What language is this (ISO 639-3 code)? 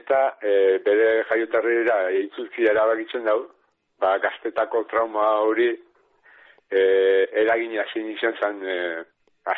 eus